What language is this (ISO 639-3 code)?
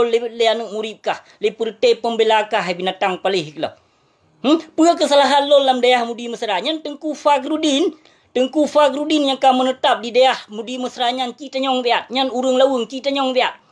ace